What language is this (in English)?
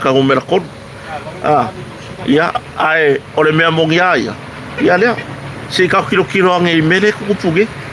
Samoan